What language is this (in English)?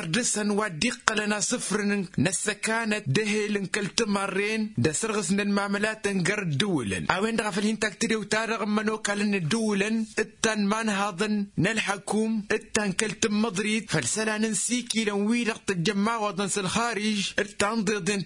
Tamasheq